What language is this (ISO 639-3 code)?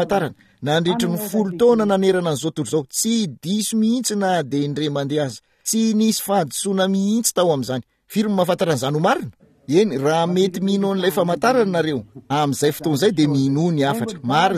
mlg